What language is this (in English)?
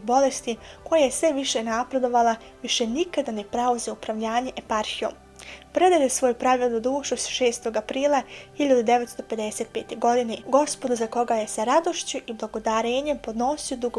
Bosnian